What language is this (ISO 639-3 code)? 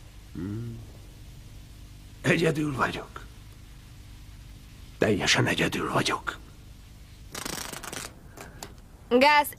hun